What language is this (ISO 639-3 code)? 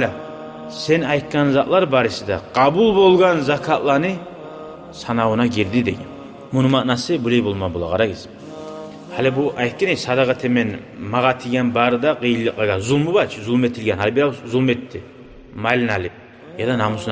kum